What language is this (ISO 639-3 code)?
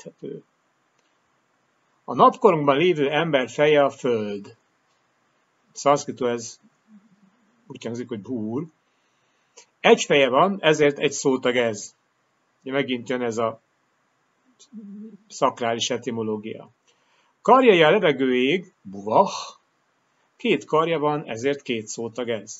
hun